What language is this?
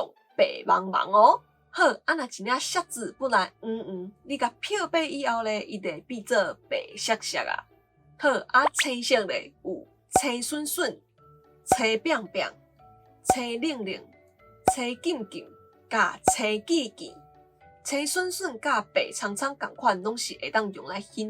Min Nan Chinese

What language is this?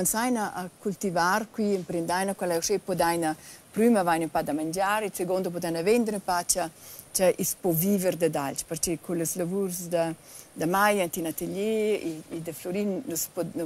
Romansh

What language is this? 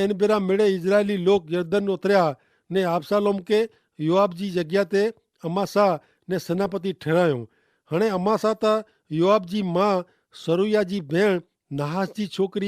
Kachhi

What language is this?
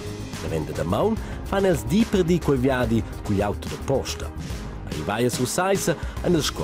Romansh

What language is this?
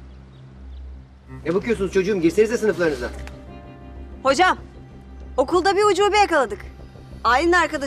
Turkish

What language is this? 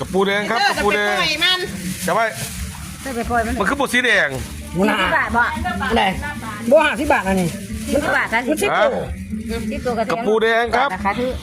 Northeastern Thai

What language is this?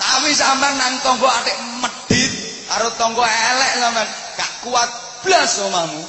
Javanese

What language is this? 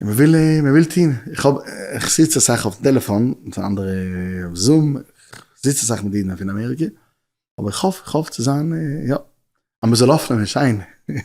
Yiddish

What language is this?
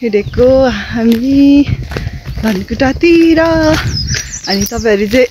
Nepali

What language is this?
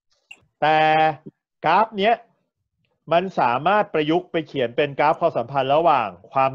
Thai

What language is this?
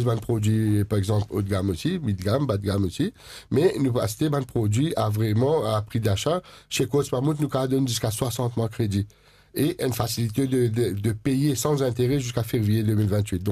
Morisyen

